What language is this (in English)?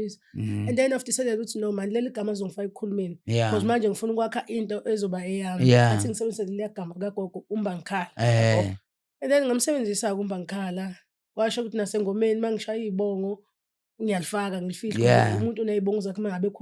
Zulu